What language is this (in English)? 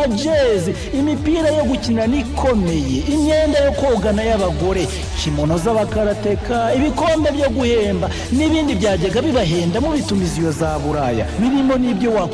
Kinyarwanda